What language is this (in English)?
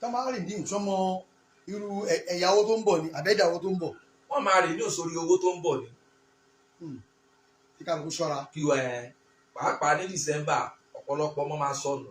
Yoruba